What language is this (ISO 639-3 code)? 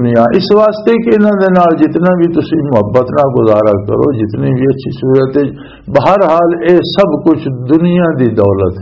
lah